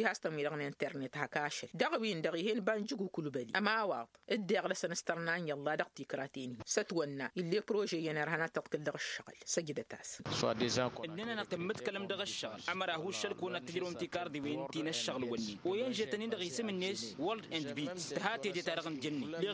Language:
Tamasheq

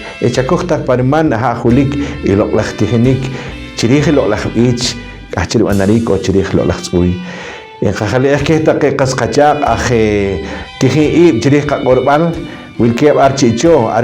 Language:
Poqomchi'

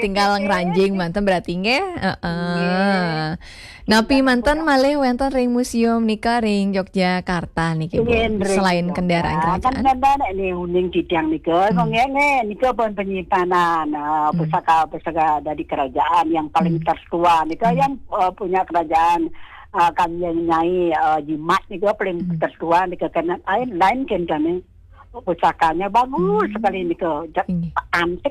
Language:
Balinese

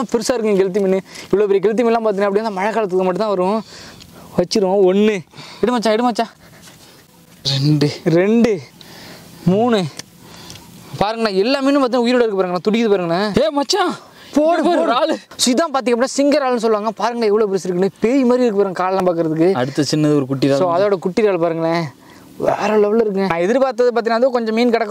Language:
Tamil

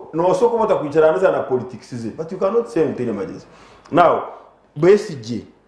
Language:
Nyankole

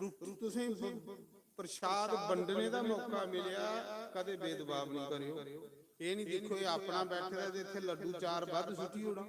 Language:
Dogri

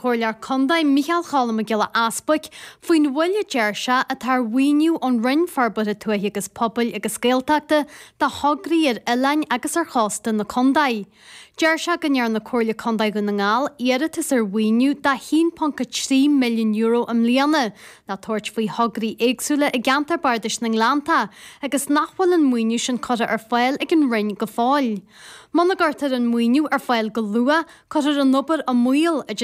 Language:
Irish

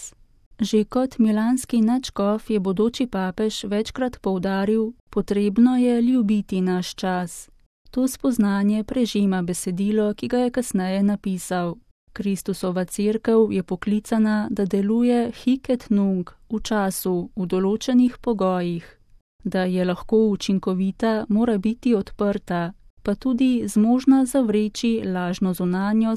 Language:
Slovenian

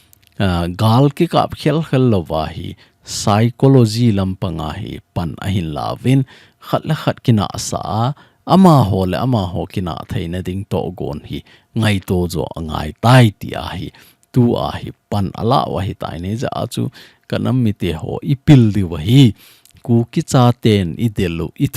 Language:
Thado Chin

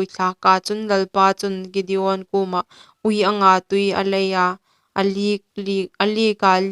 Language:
Hmar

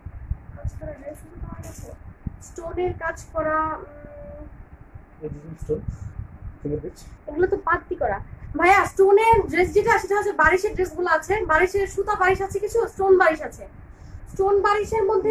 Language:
Bangla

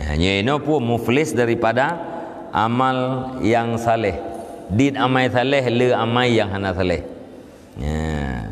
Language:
Achinese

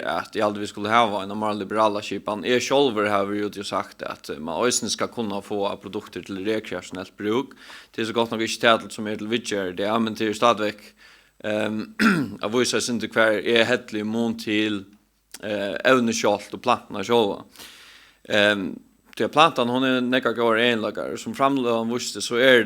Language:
Faroese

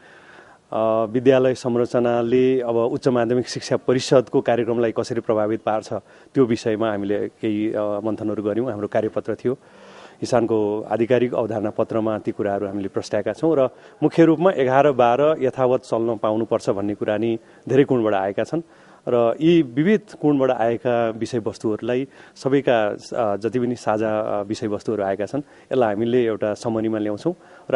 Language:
Nepali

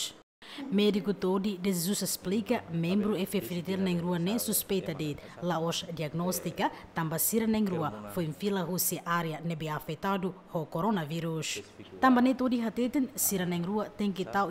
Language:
Tetum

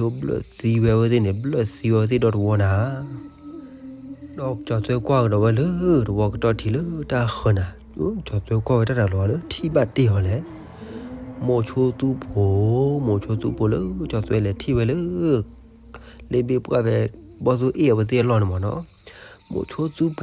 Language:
S'gaw Karen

